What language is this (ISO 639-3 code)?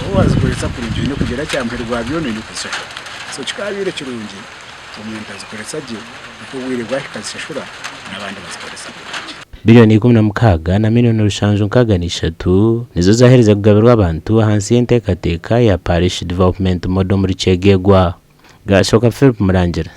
nyn